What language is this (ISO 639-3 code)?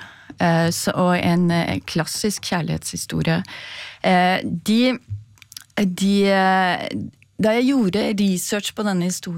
nor